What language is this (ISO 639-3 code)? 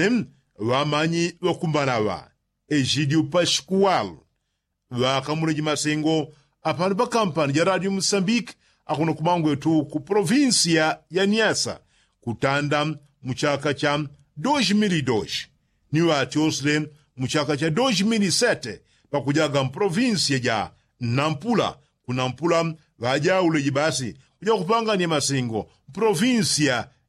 yao